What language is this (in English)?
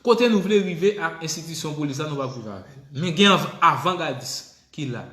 Haitian Creole